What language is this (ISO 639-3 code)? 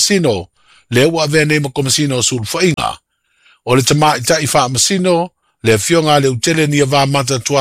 smo